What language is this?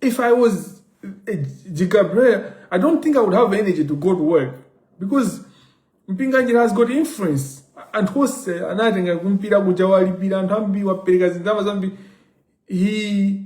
Nyanja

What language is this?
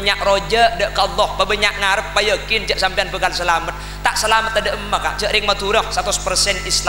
Madurese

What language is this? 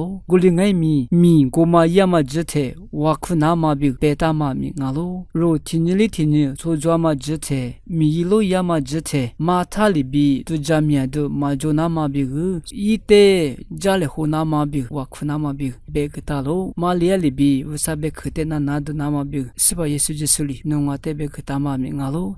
Lisu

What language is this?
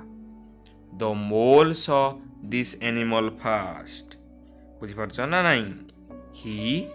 Odia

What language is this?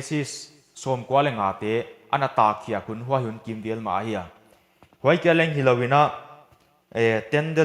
Paite Chin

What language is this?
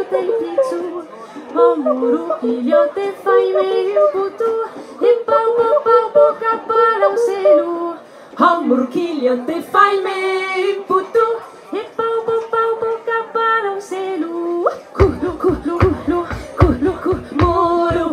Occitan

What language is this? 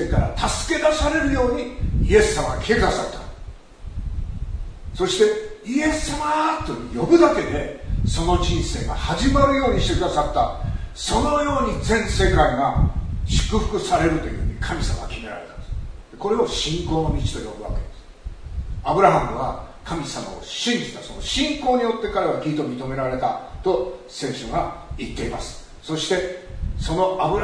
Japanese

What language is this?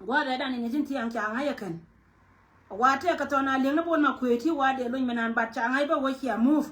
Nuer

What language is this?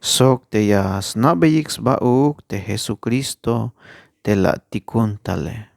Tzeltal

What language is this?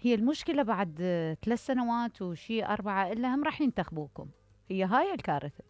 Mesopotamian Arabic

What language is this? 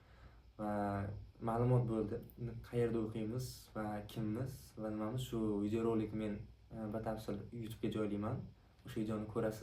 Uzbek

